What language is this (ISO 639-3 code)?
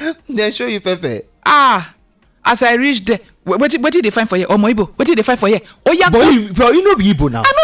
pcm